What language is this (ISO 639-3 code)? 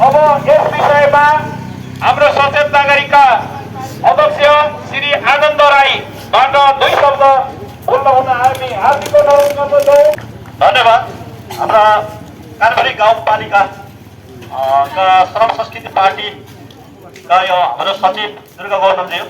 nep